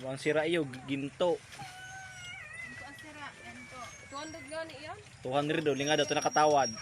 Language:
Bikol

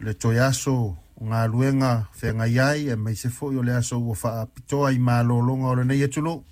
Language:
Samoan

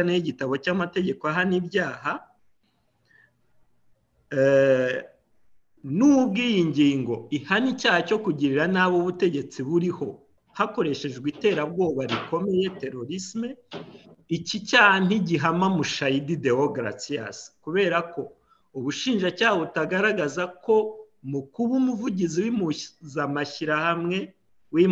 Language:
Kinyarwanda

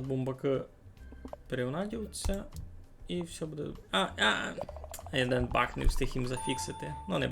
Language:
Rusyn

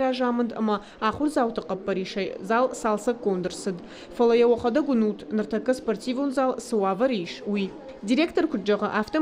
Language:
Ossetic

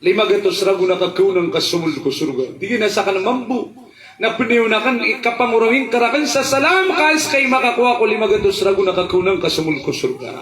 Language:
Maranao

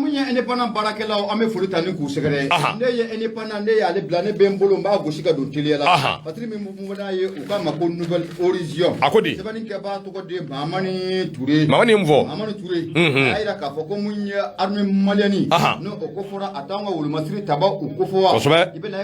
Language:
Bambara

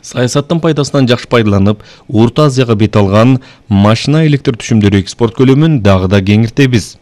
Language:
Kyrgyz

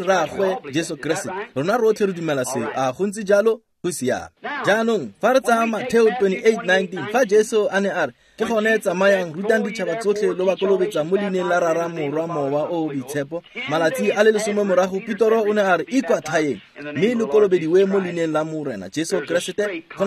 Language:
Tswana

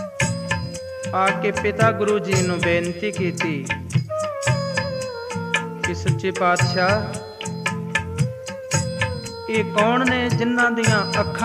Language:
Punjabi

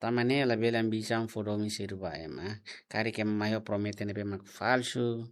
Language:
Tetum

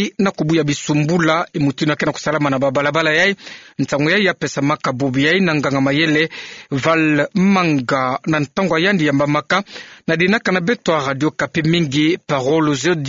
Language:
Kituba (Democratic Republic of Congo)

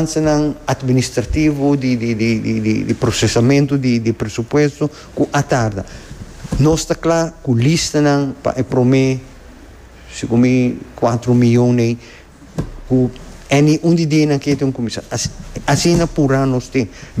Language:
Papiamento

